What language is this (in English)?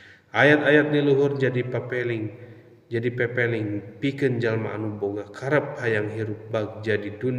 Sundanese